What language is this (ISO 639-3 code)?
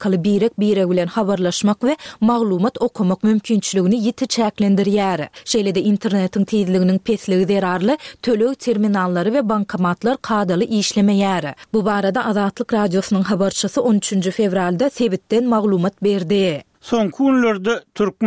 tuk